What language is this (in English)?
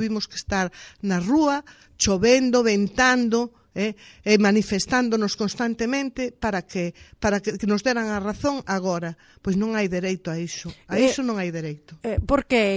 Galician